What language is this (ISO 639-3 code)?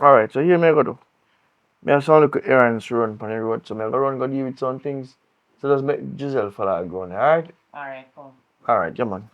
jam